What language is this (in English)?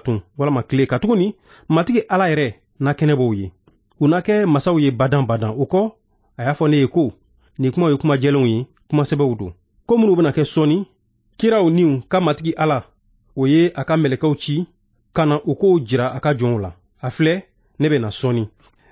Bambara